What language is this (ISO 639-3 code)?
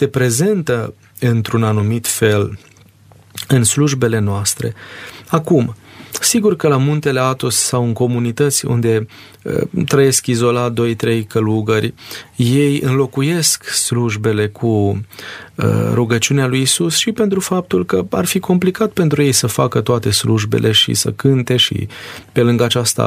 ron